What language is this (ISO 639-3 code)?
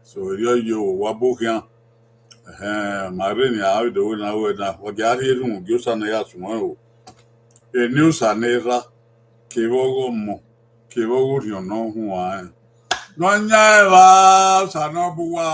bin